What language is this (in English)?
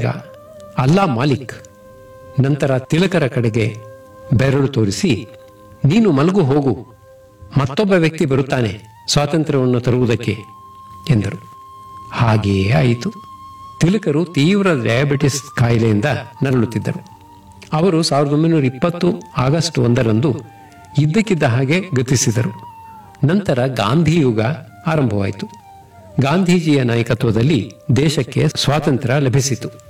Kannada